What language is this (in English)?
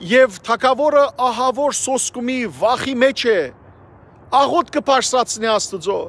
Western Armenian